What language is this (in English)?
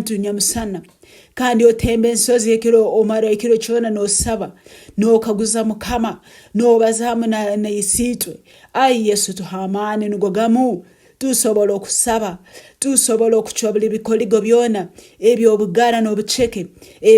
Tooro